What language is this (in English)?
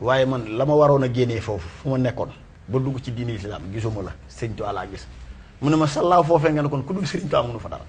Wolof